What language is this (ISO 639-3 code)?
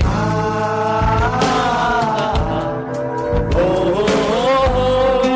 mfe